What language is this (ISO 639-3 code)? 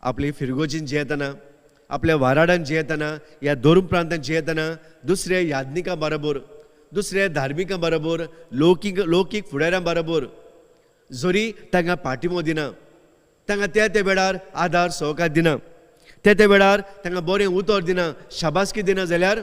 kok